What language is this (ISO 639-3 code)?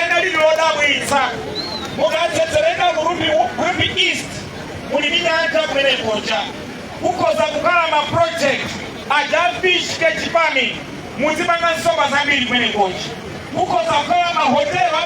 nya